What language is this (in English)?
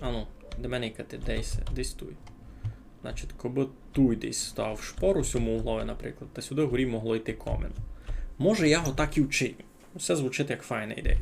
Rusyn